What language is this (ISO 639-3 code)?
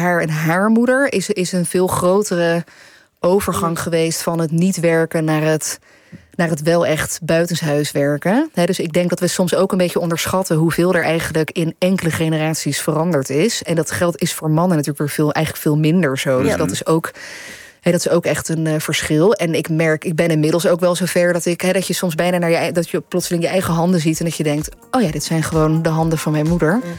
nld